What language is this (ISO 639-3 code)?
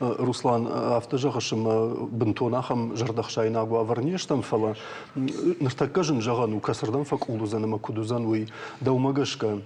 oss